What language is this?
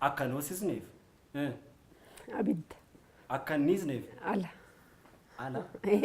Oromo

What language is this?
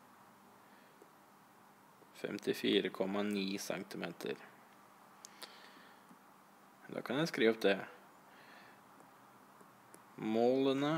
Norwegian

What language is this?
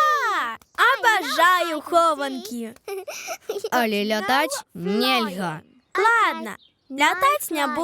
Belarusian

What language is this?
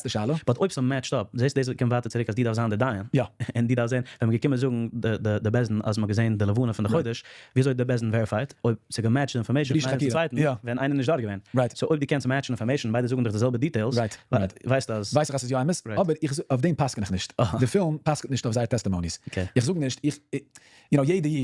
Yiddish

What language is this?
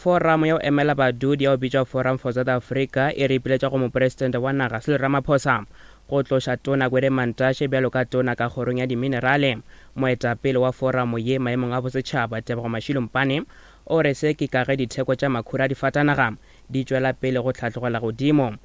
Northern Sotho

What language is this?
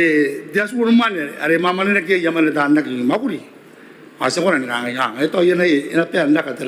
Gilbertese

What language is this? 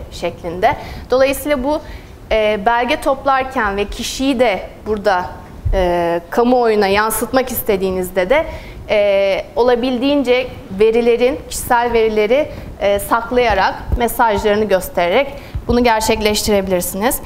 Turkish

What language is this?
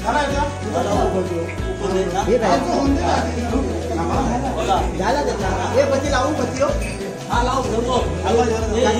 Marathi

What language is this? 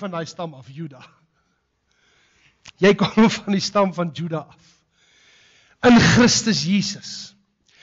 Afrikaans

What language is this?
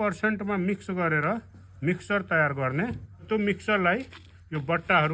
Nepali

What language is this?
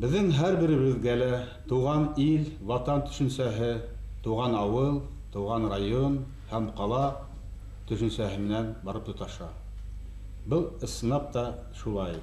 Bashkir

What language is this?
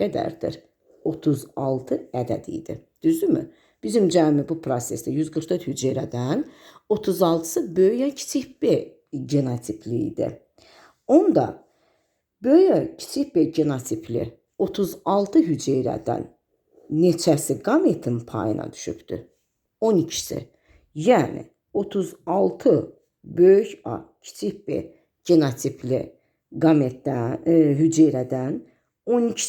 Azerbaijani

